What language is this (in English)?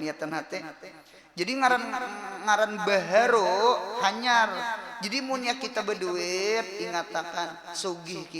Banjar